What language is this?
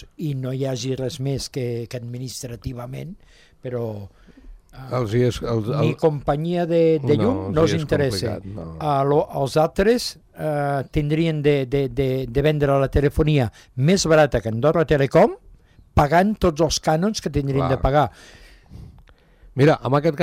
Catalan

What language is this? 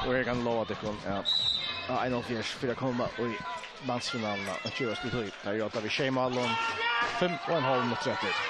Faroese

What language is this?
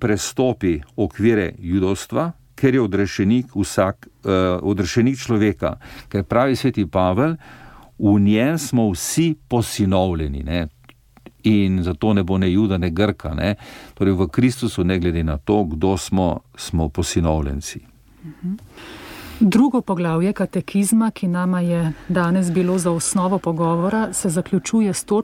Slovenian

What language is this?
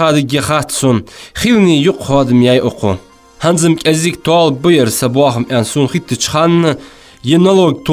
Ingush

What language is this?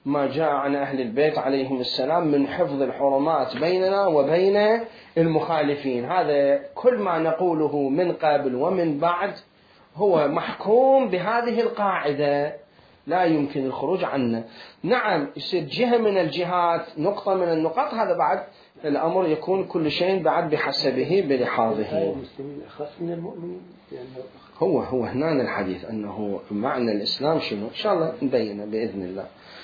Mesopotamian Arabic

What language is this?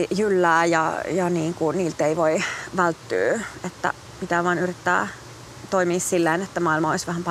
Finnish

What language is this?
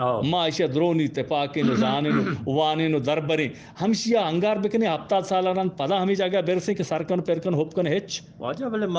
Eastern Balochi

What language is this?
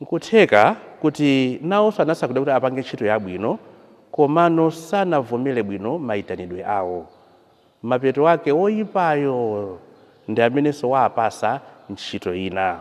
Nyanja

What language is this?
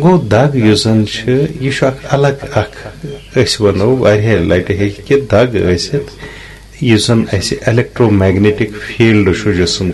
Kashmiri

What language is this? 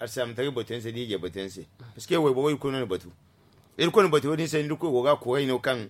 Zarma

